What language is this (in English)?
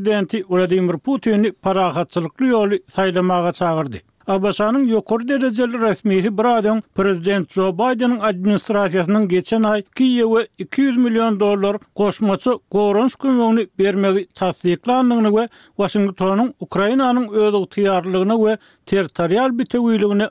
Turkmen